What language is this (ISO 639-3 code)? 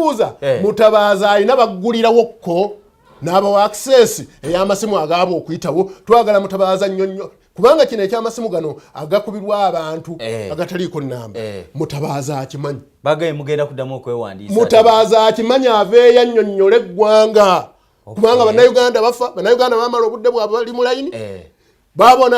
lug